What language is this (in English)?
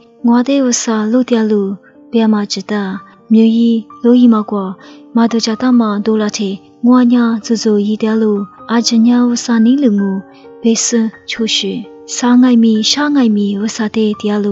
Lisu